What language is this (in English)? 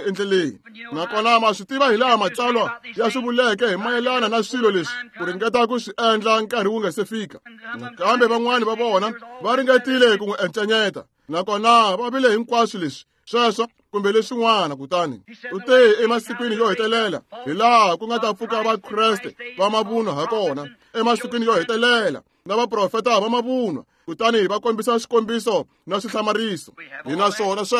Tsonga